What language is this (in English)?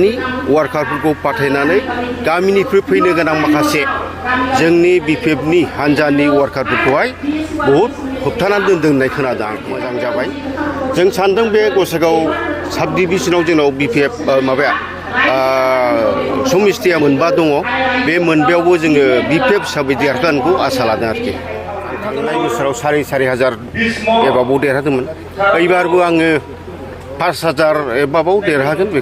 Bodo